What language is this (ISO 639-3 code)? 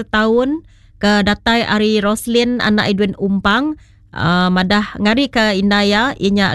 iba